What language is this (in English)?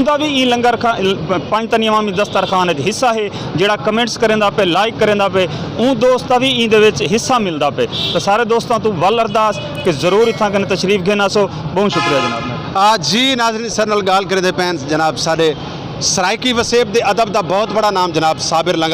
Saraiki